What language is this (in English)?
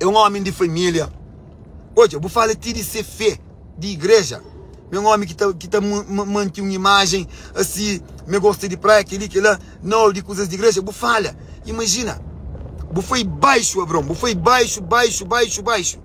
Kabuverdianu